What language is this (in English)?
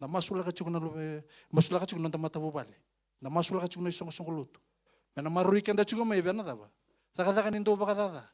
Fijian